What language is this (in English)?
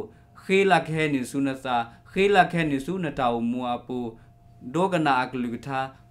S'gaw Karen